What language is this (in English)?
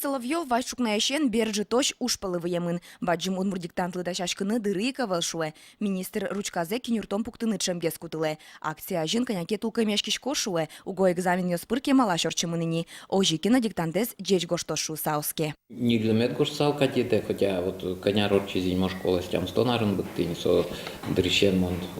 Udmurt